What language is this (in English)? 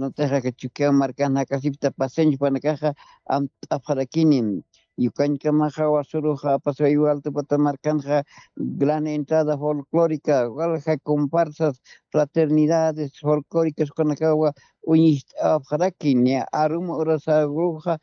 Aymara